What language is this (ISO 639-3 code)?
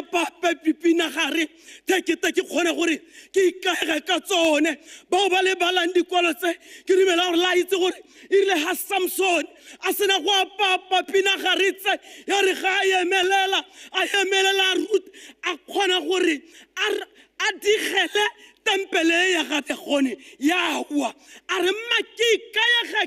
tsn